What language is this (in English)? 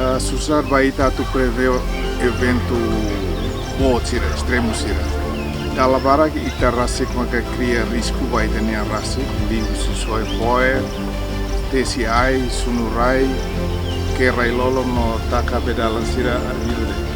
Tetum